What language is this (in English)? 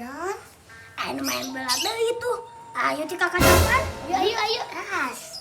Sundanese